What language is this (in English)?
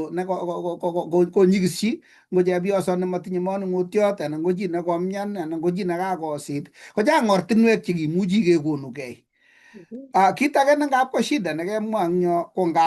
Kalenjin